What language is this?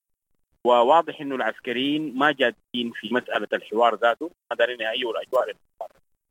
Sudanese Arabic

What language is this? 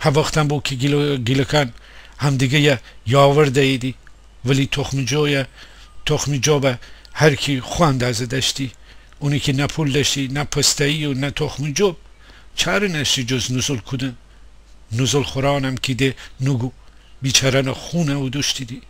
Gilaki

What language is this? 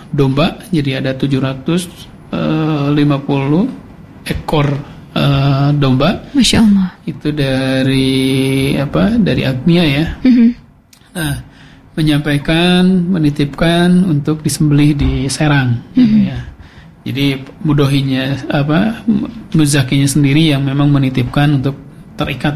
Indonesian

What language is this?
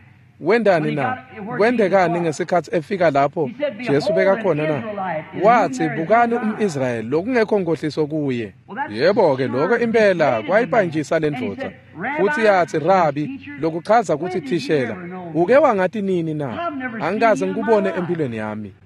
Swati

